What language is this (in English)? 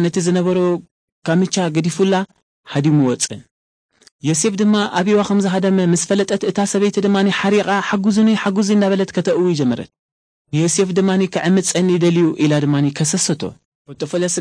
Tigrinya